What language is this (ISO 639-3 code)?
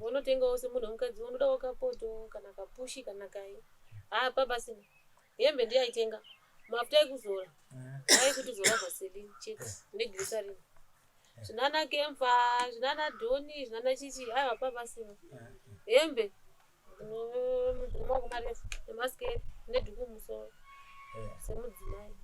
sna